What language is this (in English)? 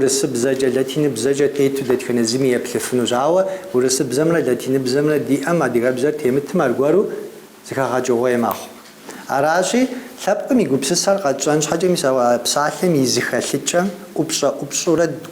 Kabardian